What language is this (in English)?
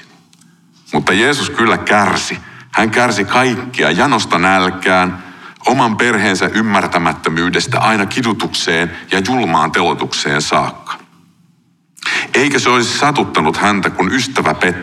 Finnish